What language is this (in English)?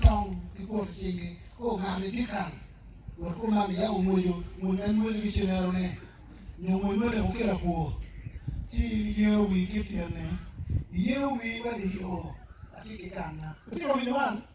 Acoli